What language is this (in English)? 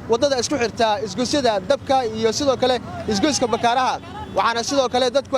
Somali